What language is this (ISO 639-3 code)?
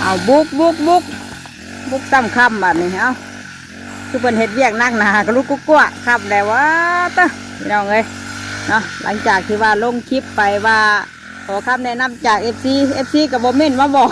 tts